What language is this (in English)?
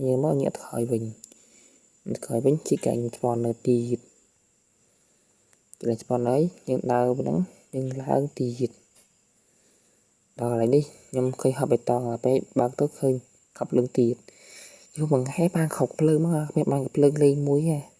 Khmer